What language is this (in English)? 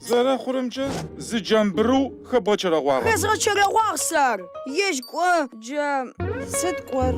Adyghe